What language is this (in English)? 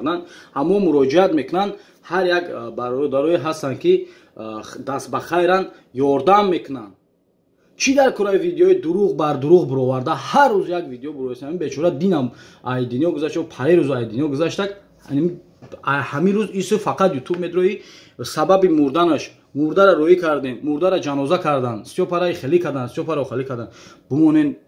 Tajik